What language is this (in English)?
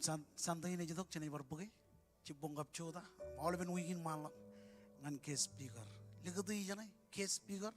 Marshallese